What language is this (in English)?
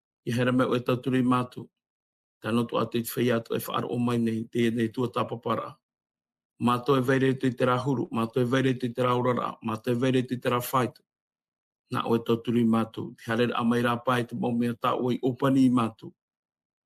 Tahitian